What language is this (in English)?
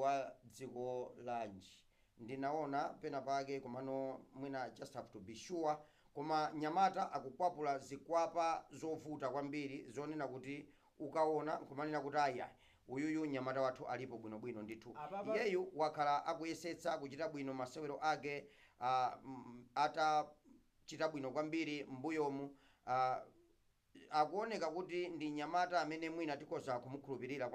Nyanja